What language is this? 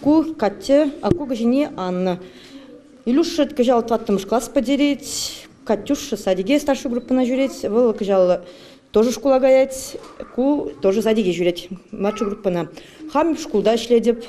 Chuvash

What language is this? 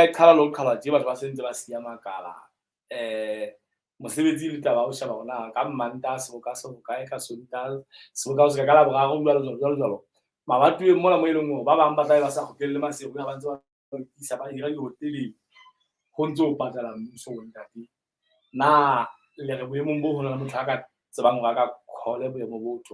Southern Sotho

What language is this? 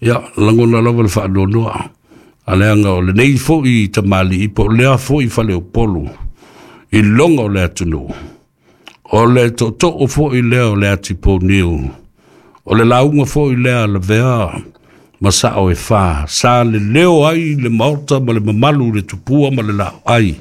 Samoan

